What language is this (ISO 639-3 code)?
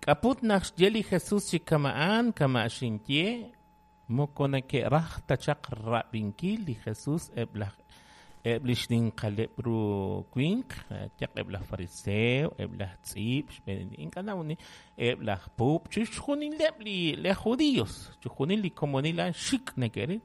kek